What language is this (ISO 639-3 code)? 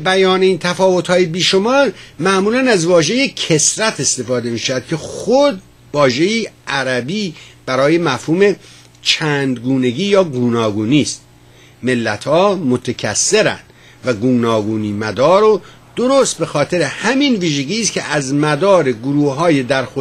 fas